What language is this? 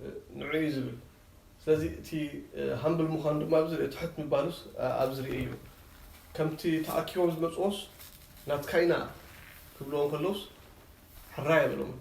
Tigrinya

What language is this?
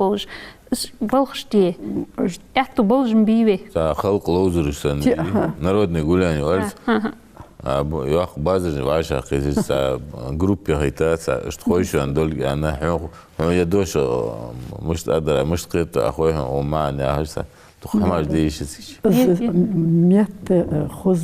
Ingush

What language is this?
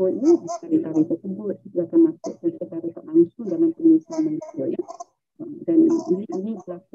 Malay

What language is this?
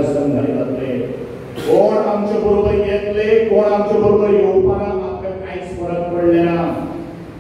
Konkani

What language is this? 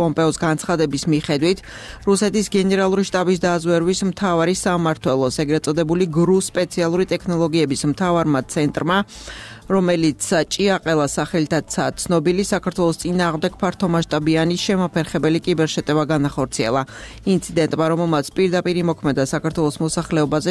Georgian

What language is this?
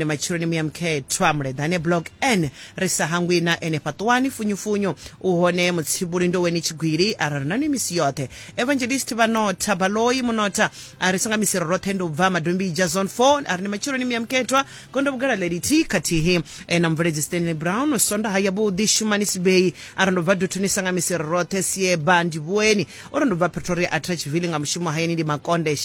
Venda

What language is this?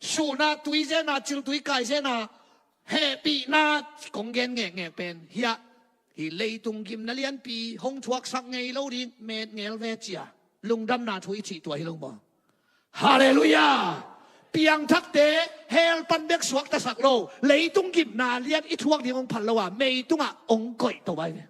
Tedim Chin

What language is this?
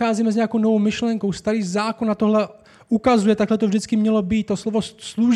Czech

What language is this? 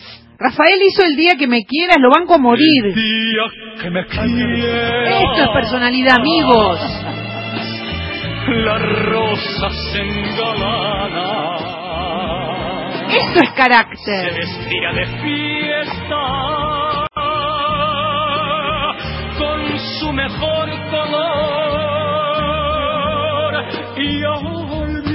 Spanish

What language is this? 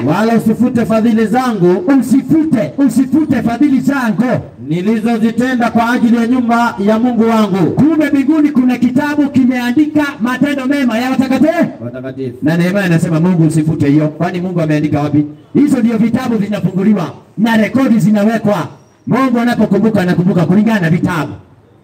Swahili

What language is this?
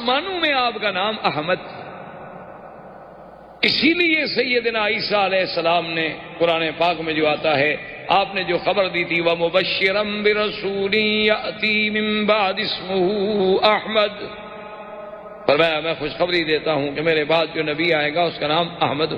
Urdu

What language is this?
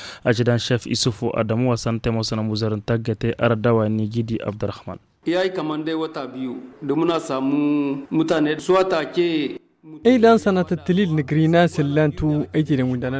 Tamasheq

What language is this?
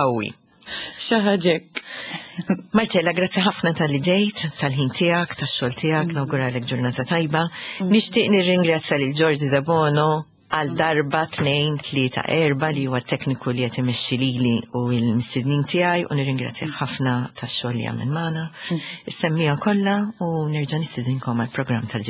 Maltese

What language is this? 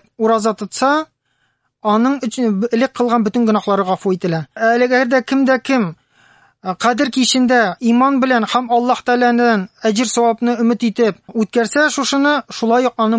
Tatar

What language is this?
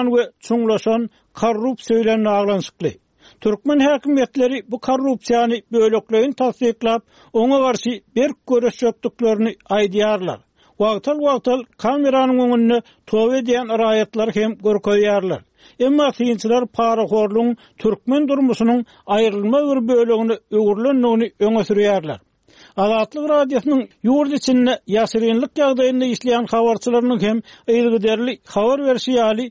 Turkmen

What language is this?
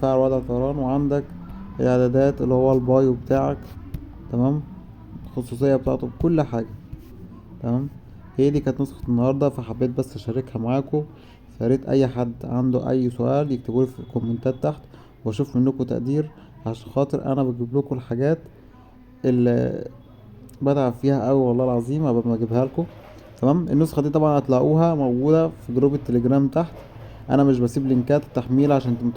Egyptian Arabic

